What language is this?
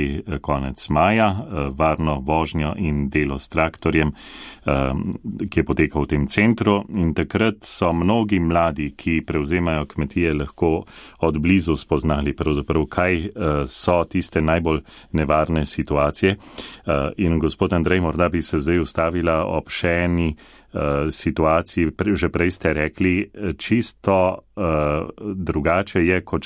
Slovenian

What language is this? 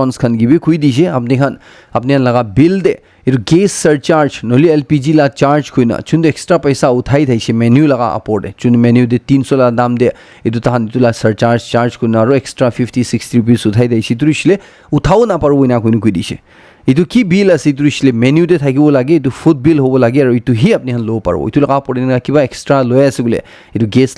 Naga Pidgin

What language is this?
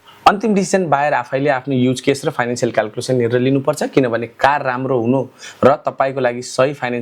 Nepali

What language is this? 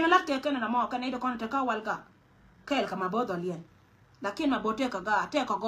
Nuer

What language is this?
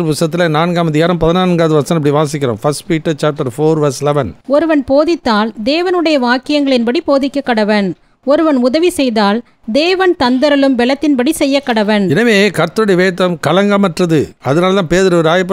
Tamil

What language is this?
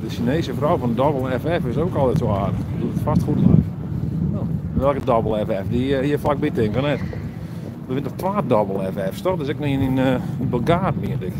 Western Frisian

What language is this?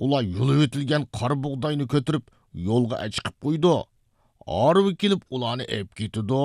Uyghur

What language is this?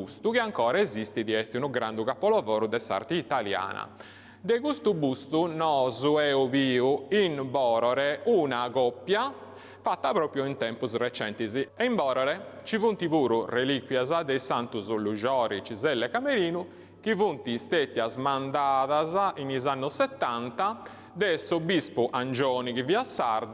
Sardinian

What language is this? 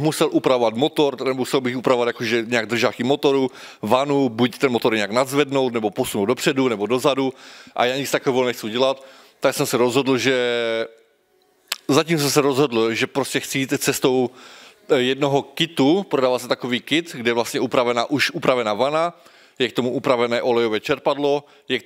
Czech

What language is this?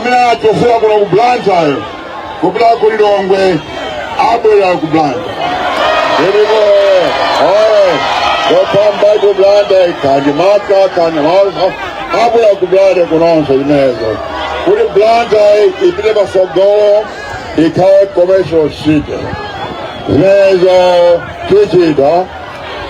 Nyanja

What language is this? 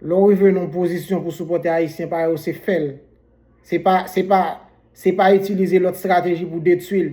Haitian Creole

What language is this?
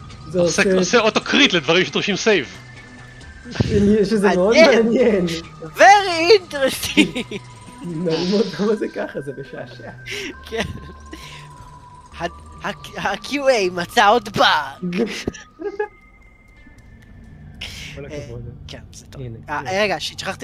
Hebrew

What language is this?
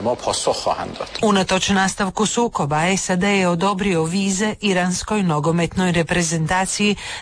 Croatian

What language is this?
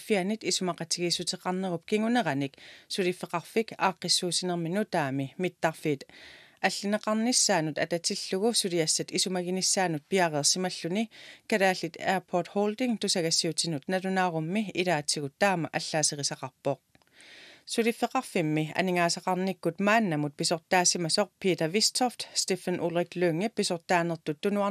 Kalaallisut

